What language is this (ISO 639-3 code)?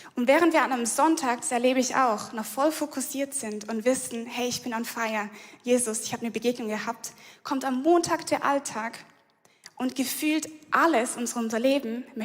gsw